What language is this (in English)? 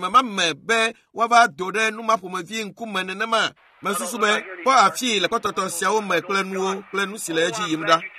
Ewe